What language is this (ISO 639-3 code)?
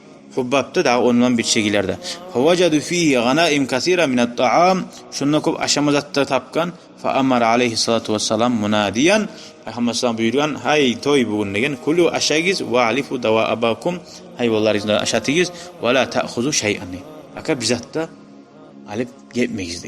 kum